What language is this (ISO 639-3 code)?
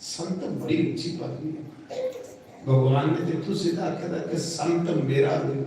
doi